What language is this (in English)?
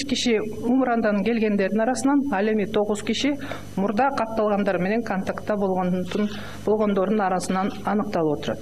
Kyrgyz